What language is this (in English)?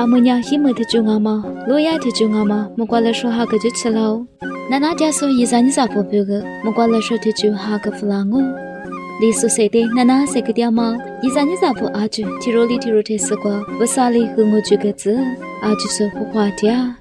Lisu